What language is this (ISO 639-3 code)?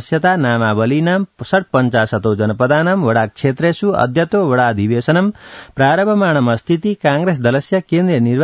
san